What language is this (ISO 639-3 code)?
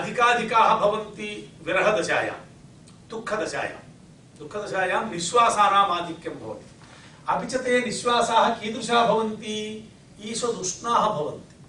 san